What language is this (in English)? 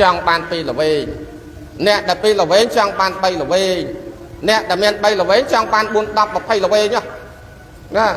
Khmer